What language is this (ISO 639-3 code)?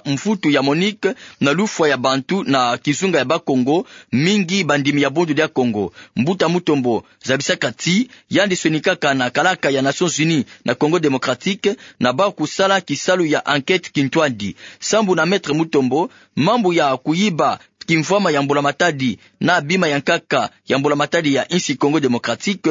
ktu